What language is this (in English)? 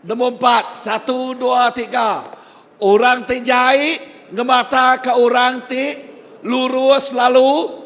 Iban